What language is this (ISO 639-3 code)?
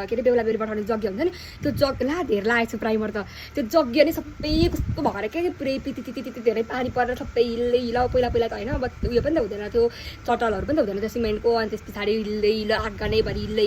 nep